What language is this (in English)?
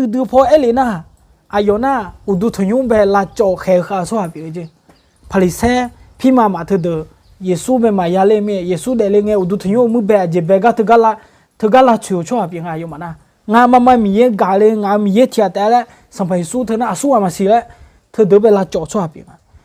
Akha